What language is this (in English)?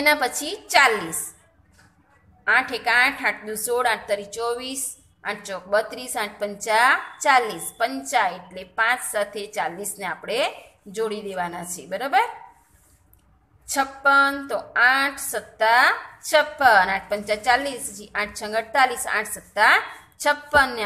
Gujarati